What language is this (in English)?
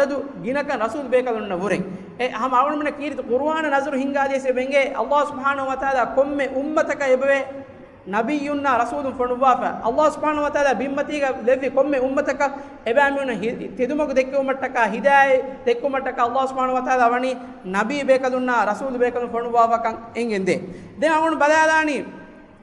Divehi